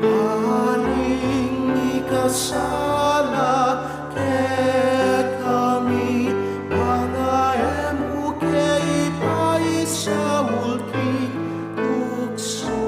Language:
Pampanga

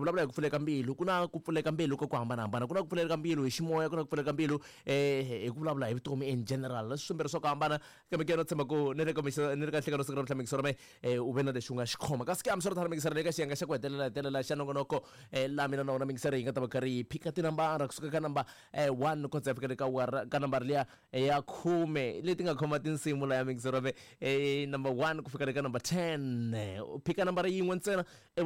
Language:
Tsonga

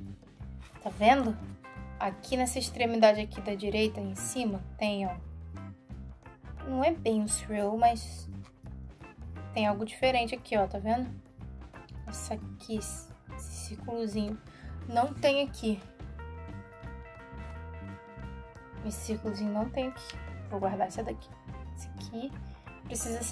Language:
Portuguese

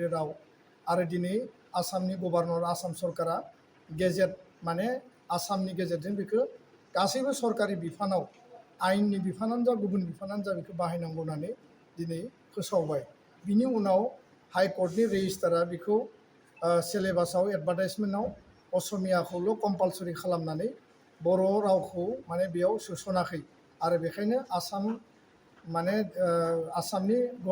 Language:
Bodo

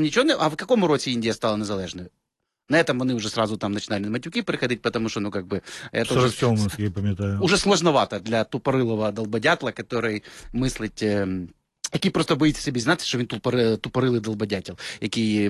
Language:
Ukrainian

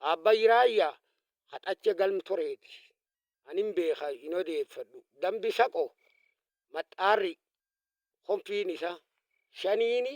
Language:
Oromo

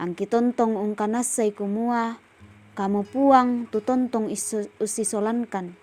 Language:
Toraja-Sa'dan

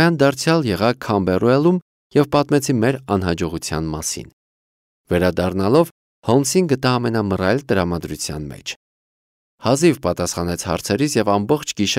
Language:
Armenian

